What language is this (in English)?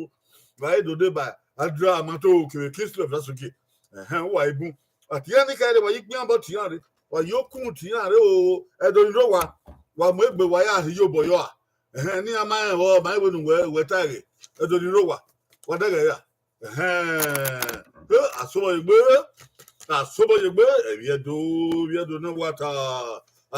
Bini